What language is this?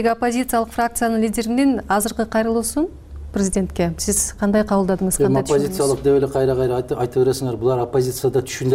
Kyrgyz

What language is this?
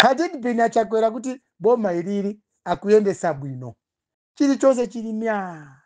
Nyanja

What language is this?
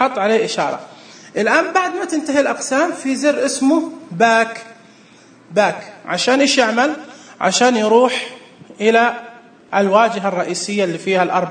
Najdi Arabic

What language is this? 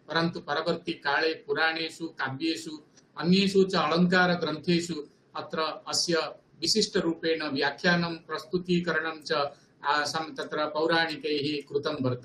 Sanskrit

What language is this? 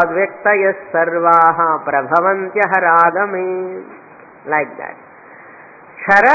Telugu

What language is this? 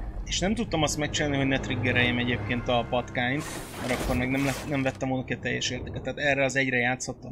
Hungarian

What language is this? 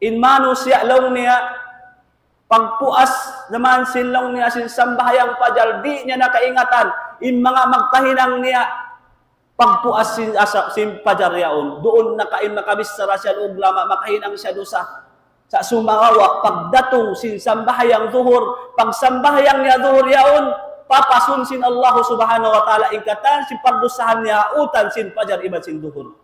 Tausug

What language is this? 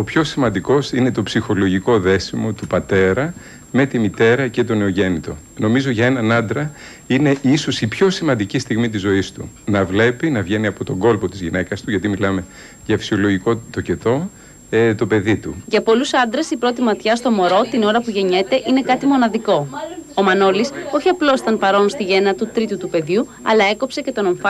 Greek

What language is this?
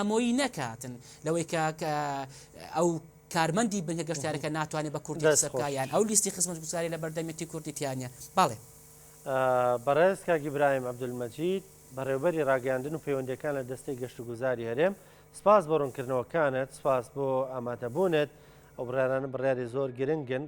Central Kurdish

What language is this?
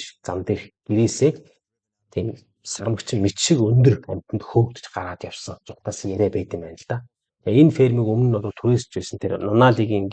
Mongolian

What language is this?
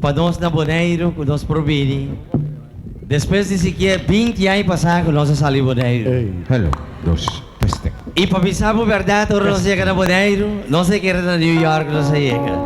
Papiamento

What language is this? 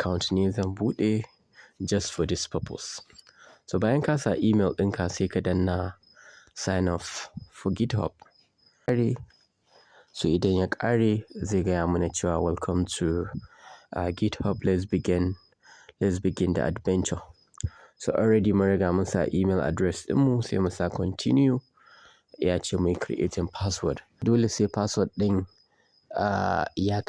Hausa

